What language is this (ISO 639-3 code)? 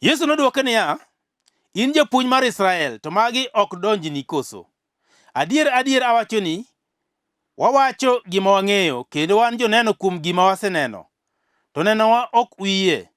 luo